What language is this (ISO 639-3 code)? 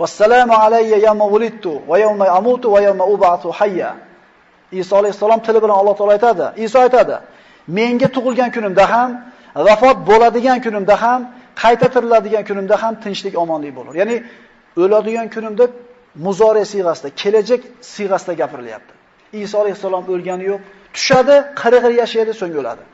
uzb